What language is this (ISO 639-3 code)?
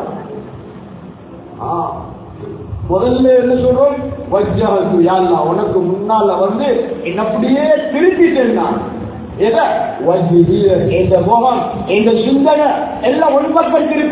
tam